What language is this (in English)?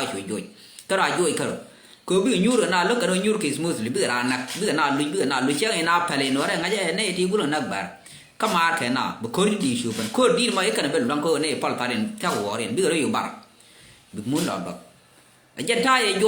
Nuer